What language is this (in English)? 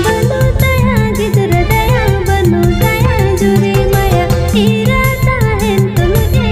Santali